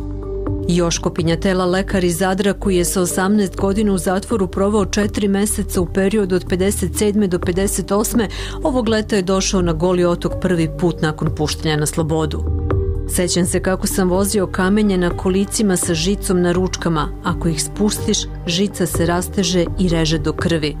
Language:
Serbian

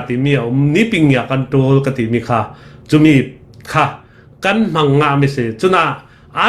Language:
Falam Chin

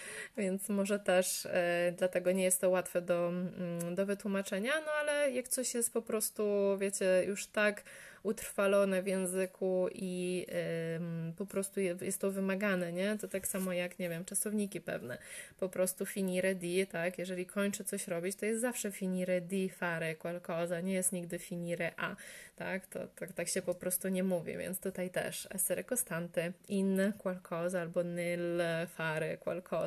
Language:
Polish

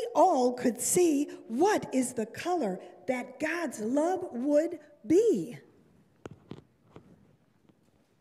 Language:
English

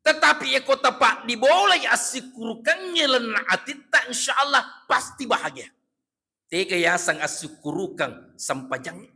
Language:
Buginese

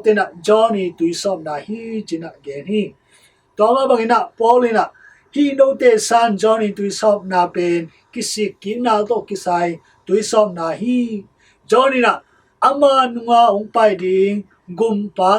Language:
Tedim Chin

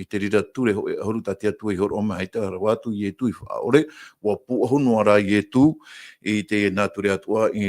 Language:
Tahitian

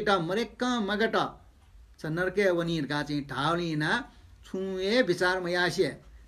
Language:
Newari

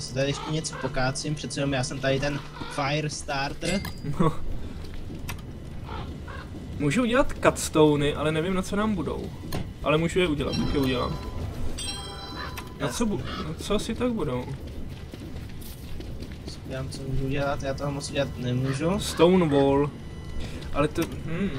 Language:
Czech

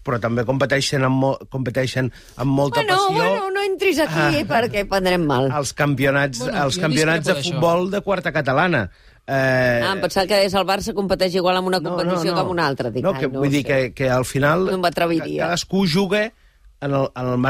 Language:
Catalan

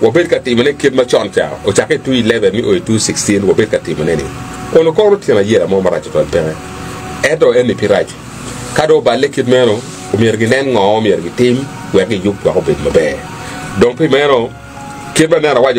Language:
Acoli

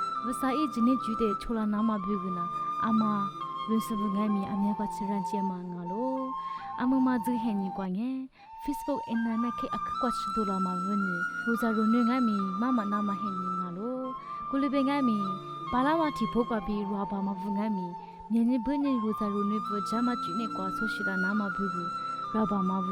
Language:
Lisu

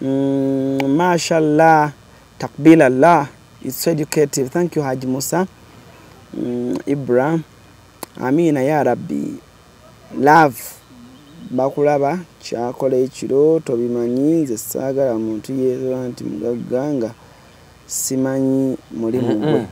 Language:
Ganda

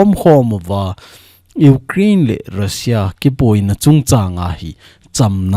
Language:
Thado Chin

